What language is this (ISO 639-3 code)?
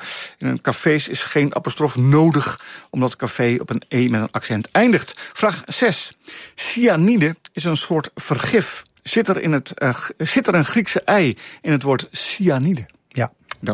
nld